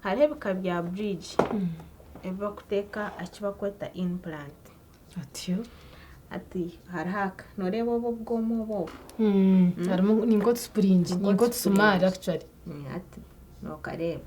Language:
Nyankole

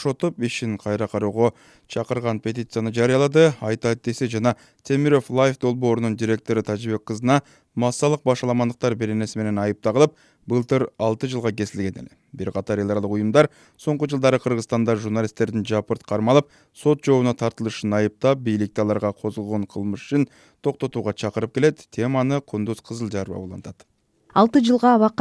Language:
Kyrgyz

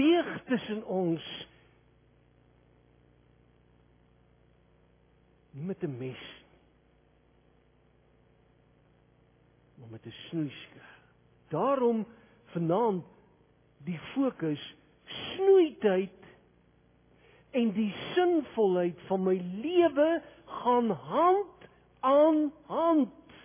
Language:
Afrikaans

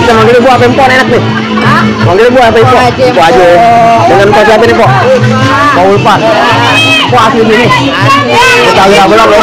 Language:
Betawi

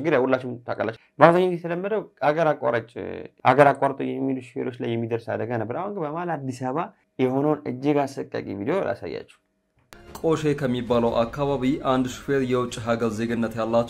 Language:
Amharic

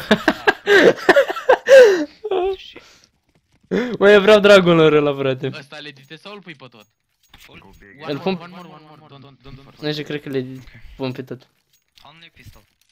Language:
Romanian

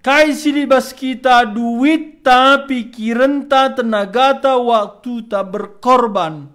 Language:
Batak Karo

